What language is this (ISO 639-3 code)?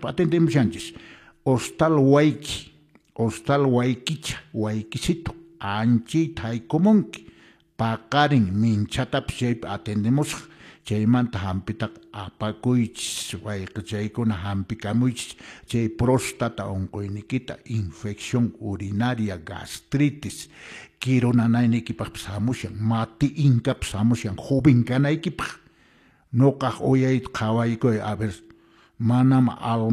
que